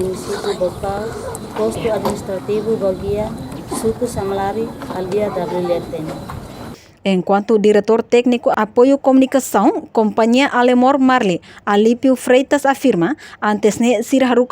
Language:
Tetum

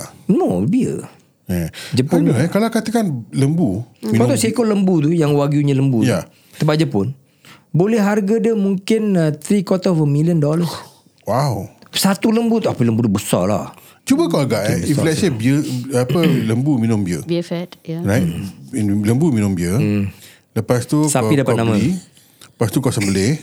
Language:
Malay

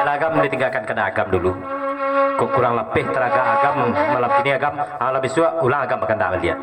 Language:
Minangkabau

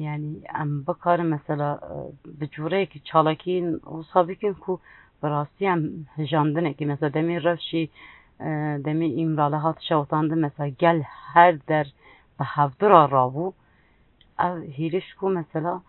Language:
Kurdish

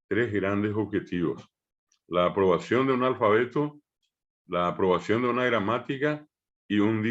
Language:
Guarani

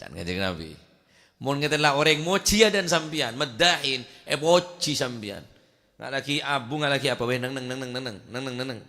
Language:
Madurese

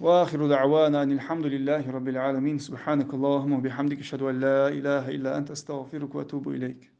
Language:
Ingush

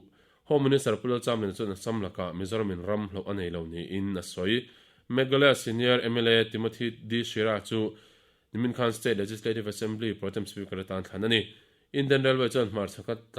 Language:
Mizo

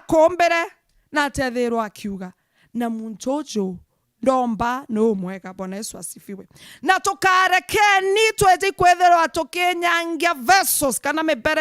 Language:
Meru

